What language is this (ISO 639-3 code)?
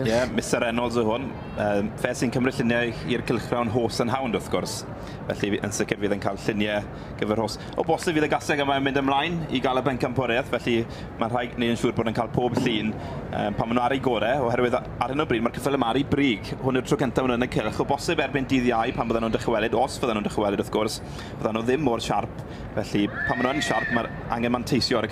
cym